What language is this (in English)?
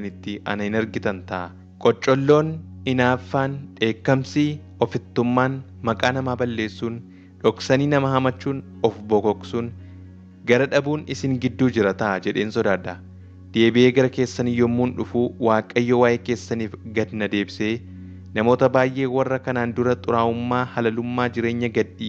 Oromo